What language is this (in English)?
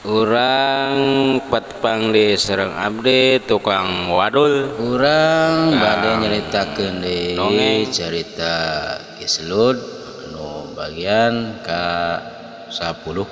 Sundanese